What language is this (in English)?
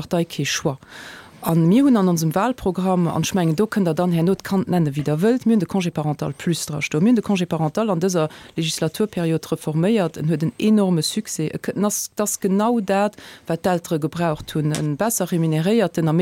Luxembourgish